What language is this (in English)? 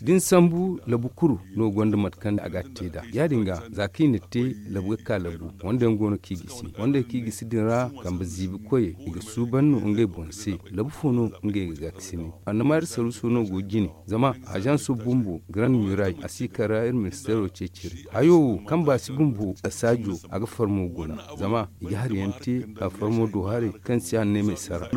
Zarma